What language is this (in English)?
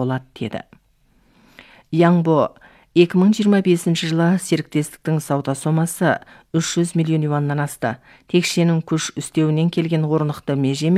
Kazakh